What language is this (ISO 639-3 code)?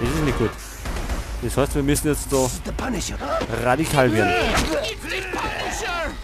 bar